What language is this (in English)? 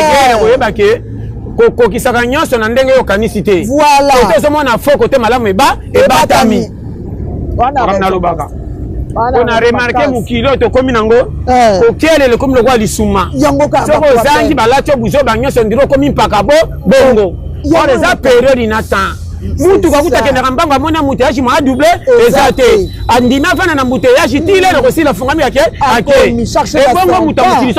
Lingala